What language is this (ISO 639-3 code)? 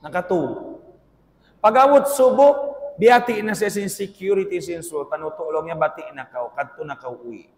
tsg